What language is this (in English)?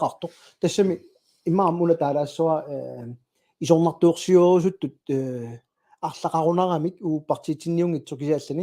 Kalaallisut